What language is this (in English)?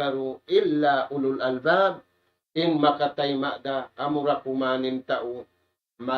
Tausug